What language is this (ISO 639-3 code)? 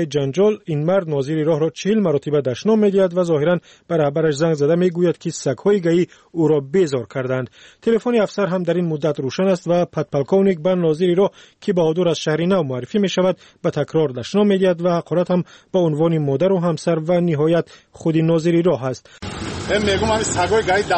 fas